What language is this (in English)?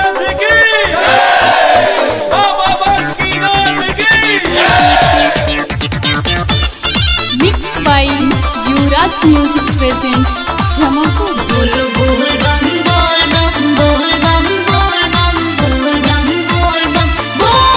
Bhojpuri